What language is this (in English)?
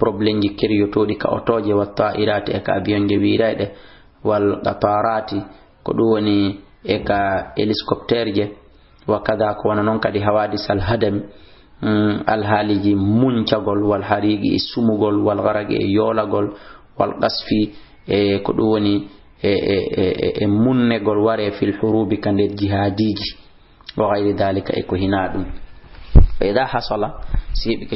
Fula